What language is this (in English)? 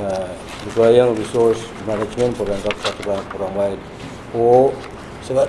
Pohnpeian